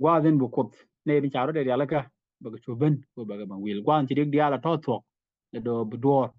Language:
Nuer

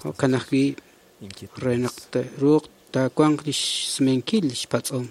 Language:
Kekchí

